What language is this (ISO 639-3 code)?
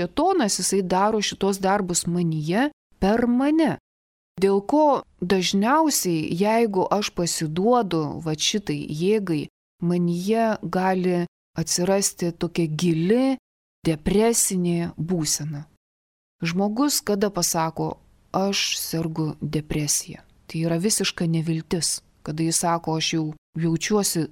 lit